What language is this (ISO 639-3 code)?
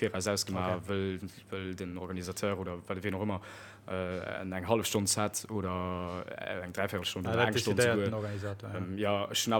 ltz